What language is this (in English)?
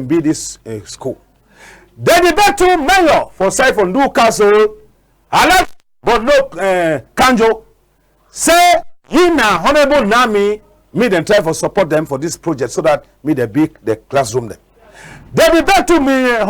Cameroon Pidgin